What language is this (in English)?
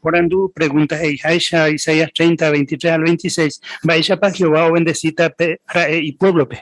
Guarani